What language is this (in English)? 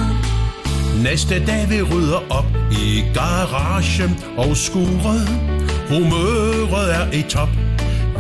Danish